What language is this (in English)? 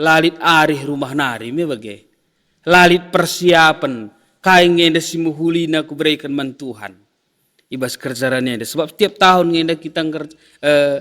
Batak Karo